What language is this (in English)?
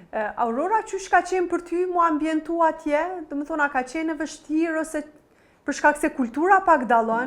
Albanian